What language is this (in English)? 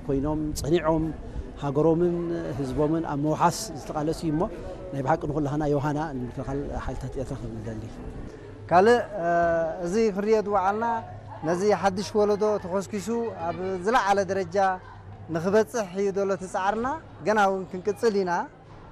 Tigrinya